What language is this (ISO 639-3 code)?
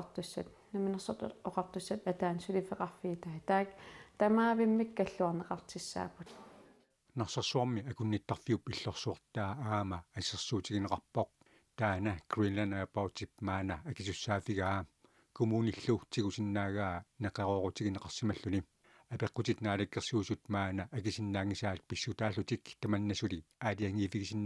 kal